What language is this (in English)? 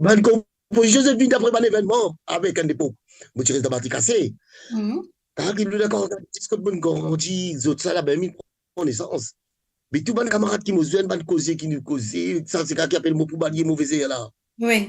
Morisyen